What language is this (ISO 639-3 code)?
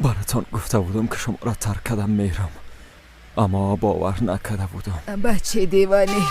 fas